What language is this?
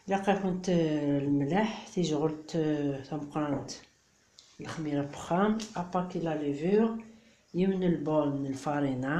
Kabyle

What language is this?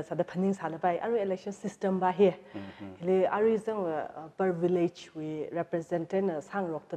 Tangkhul Naga (India)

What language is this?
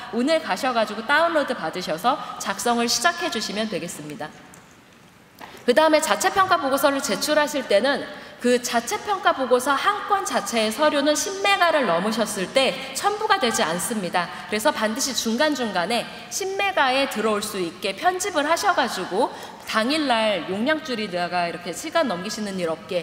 Korean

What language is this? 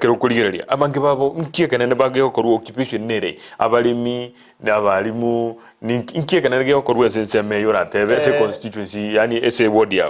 Gusii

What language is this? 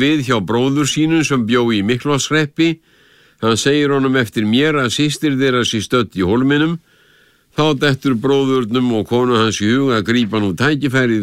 Icelandic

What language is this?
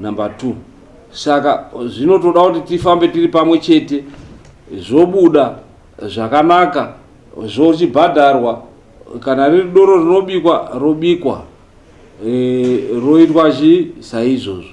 Shona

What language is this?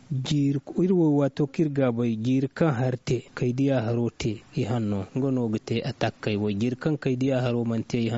Zarma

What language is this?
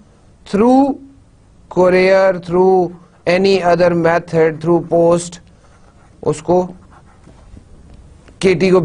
Urdu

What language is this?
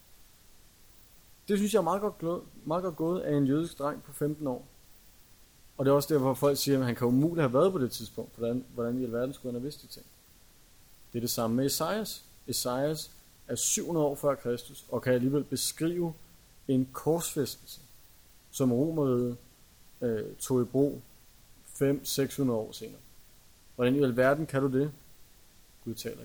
Danish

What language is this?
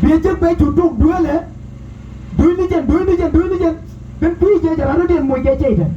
Nuer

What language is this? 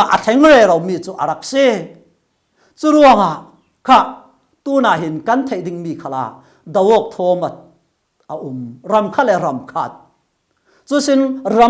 Falam Chin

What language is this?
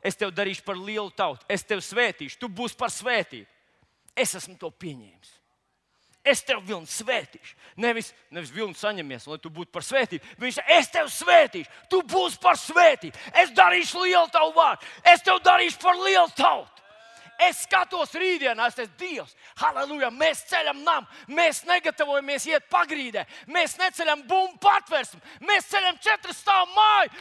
Latvian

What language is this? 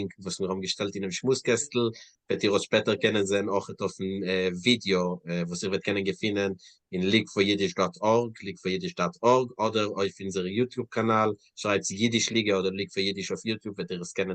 Yiddish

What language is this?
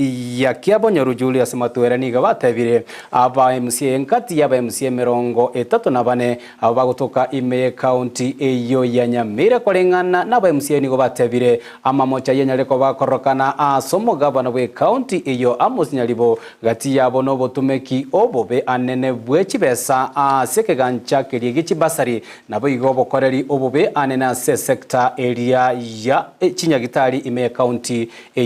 Gusii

